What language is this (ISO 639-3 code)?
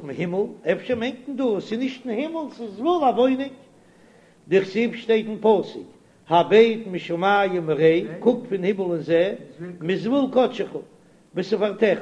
yid